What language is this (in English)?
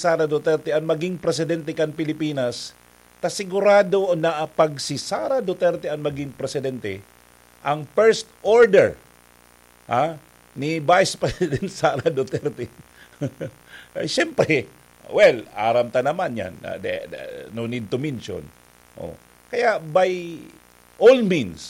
Bikol